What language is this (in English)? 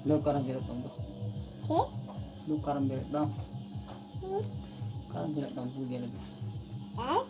Santali